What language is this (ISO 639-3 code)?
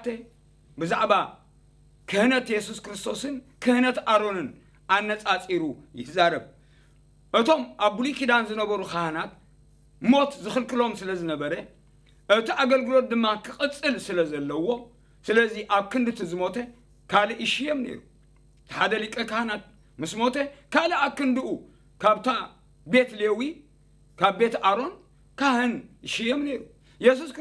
tir